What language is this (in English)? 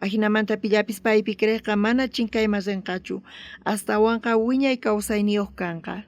South Bolivian Quechua